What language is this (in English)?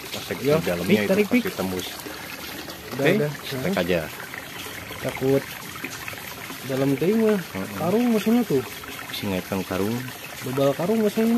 Indonesian